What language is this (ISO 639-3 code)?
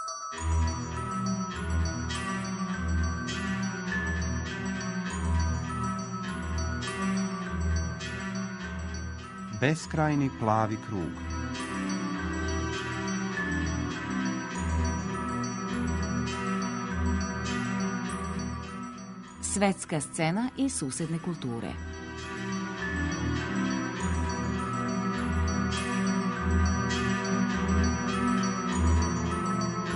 srp